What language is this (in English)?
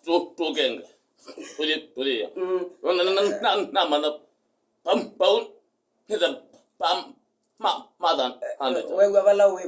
Kamba